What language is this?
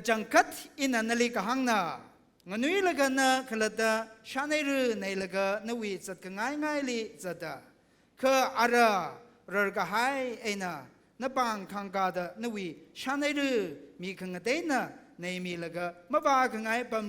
Tangkhul Naga (India)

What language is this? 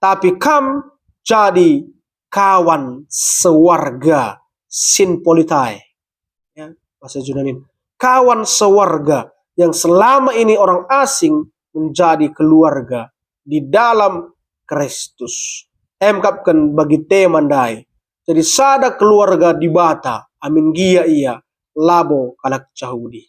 Batak Karo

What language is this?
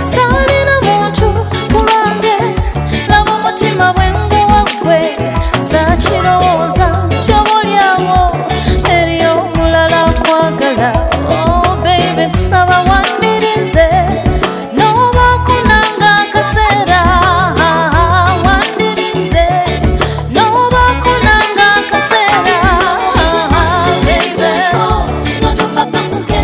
Ganda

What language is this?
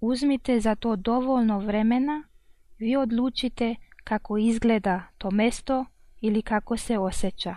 Croatian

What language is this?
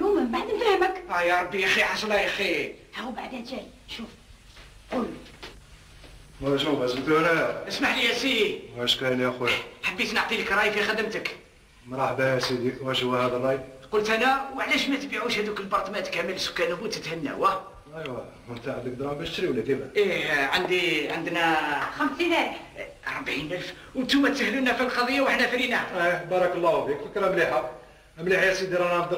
Algerian Arabic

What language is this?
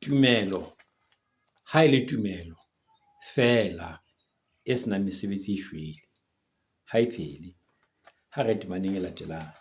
Southern Sotho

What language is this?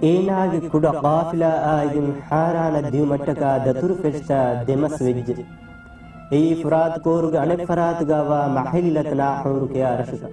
Divehi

